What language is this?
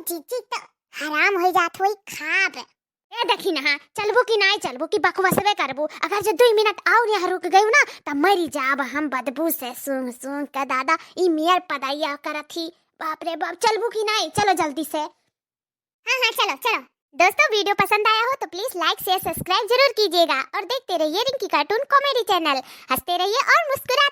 Awadhi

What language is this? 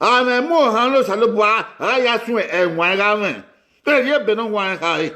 Bini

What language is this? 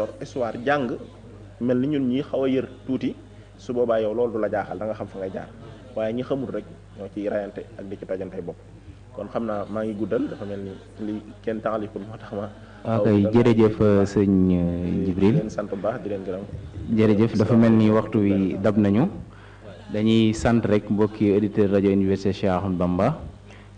Wolof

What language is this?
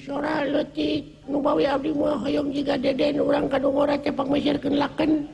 Sundanese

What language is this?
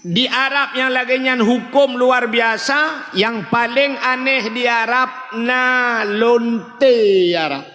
Achinese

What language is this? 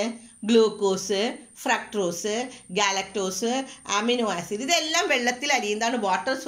Malayalam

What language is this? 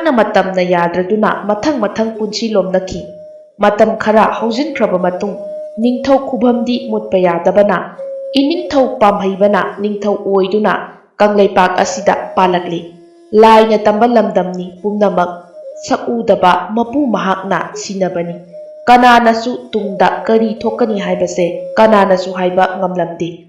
Manipuri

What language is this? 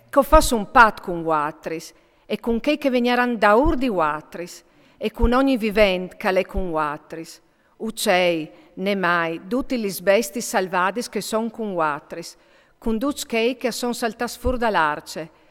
Friulian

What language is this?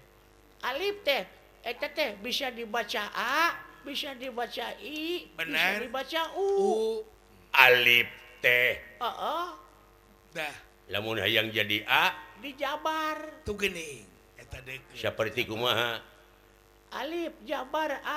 Sundanese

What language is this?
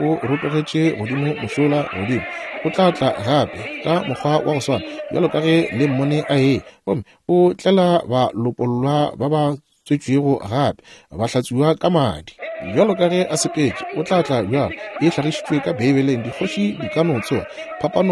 Northern Sotho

